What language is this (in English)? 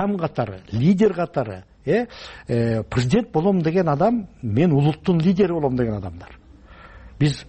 Kyrgyz